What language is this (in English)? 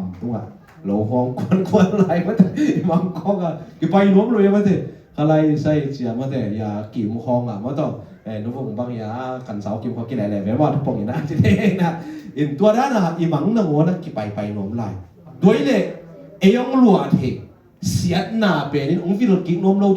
Tedim Chin